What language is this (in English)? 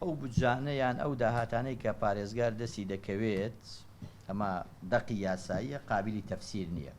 Central Kurdish